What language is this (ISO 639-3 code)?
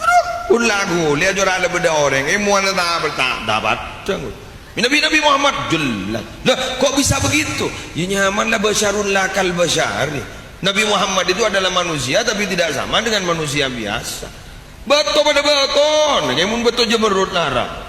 mad